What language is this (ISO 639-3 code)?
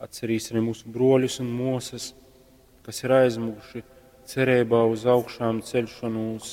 ltg